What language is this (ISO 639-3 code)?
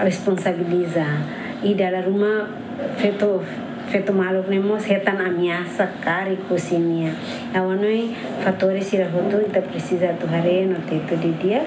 tet